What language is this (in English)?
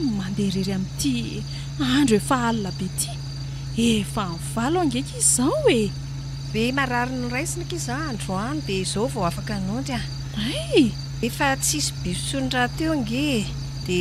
Malagasy